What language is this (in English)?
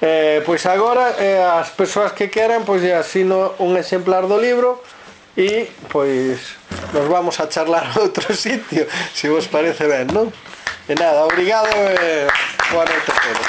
Galician